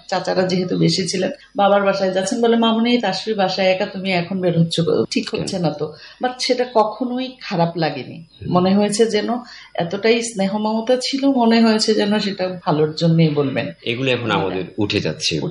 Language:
Bangla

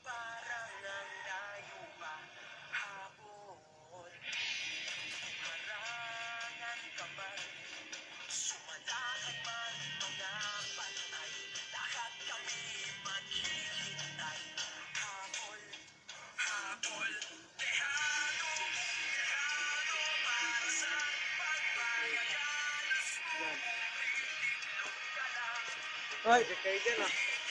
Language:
Filipino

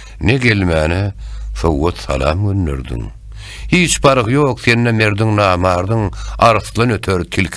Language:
Turkmen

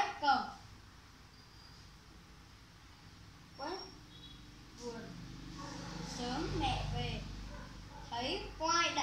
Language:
Vietnamese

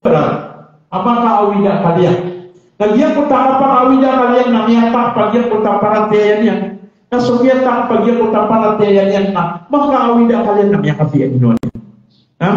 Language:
Maranao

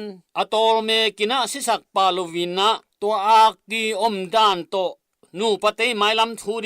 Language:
Tedim Chin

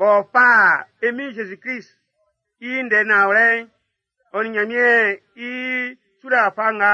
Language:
Baoulé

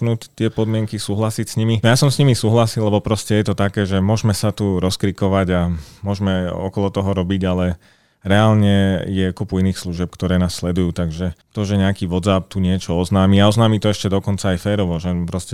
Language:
Slovak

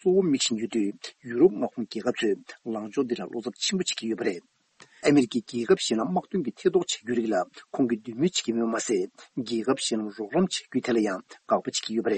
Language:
Tibetan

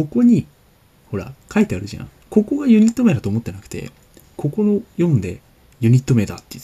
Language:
Japanese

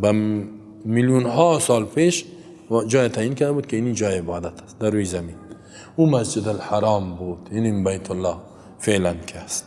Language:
Persian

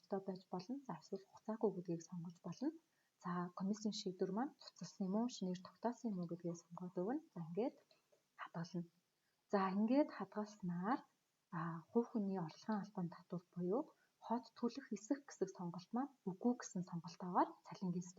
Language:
Mongolian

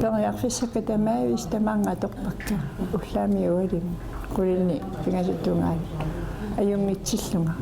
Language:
Kalaallisut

